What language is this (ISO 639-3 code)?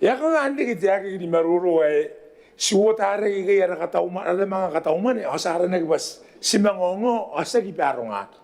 gil